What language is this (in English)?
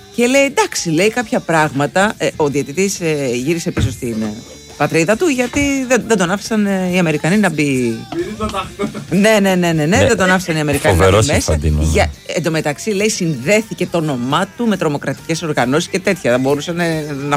Greek